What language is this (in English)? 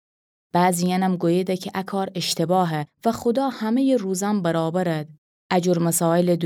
Gilaki